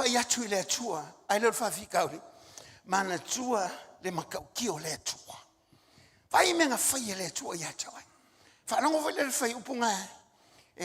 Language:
Samoan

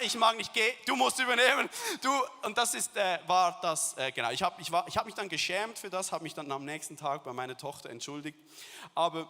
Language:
Swiss German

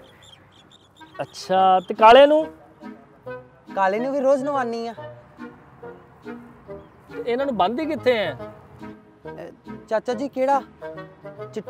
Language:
Punjabi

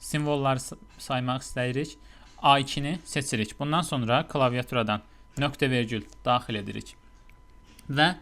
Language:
Azerbaijani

